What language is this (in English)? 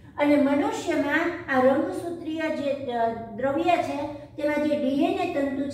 Gujarati